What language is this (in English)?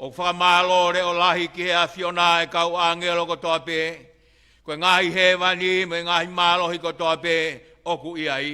Tongan